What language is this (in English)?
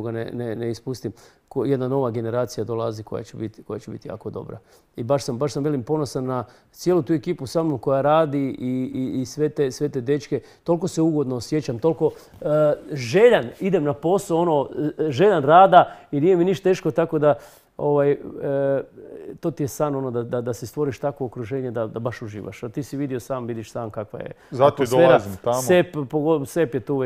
Croatian